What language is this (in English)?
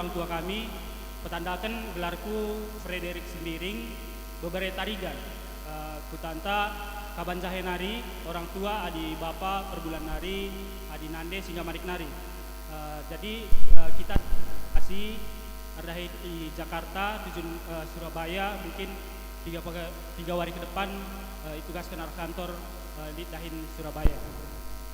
Batak Karo